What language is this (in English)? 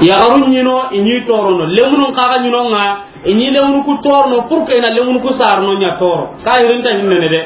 Soninke